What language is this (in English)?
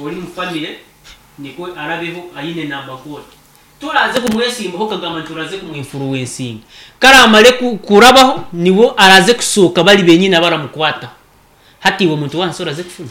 Nyankole